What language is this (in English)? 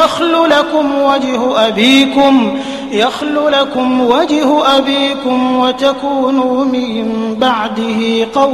Arabic